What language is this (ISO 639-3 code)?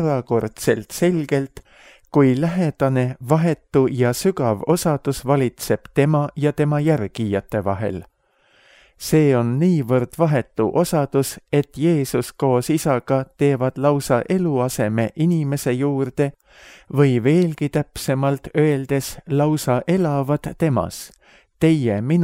est